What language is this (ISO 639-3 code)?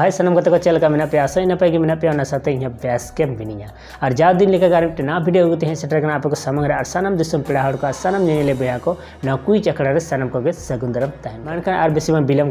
sat